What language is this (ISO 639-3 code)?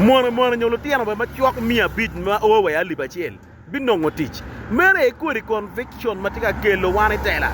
ach